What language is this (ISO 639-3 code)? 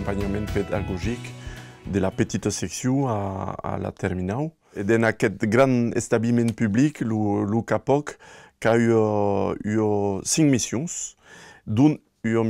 oci